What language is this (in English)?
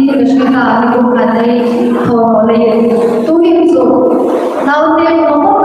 Hmar